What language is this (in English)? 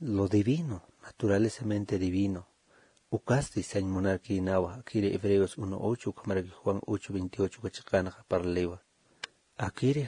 Aymara